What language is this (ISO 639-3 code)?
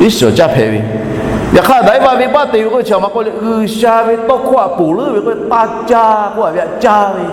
lhu